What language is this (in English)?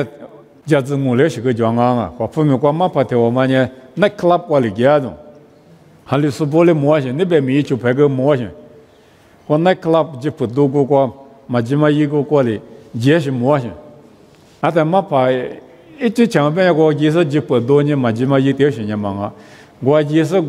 Lisu